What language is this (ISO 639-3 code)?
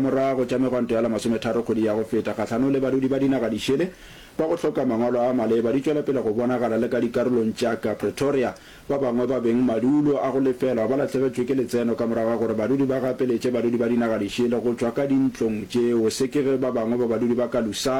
nso